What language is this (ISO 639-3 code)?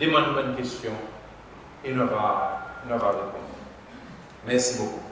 crs